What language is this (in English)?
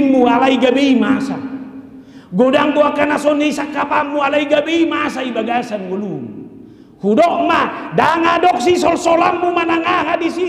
Batak Toba